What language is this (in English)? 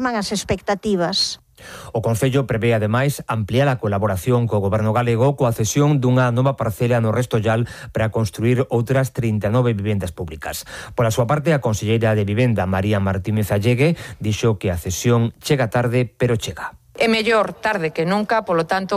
Galician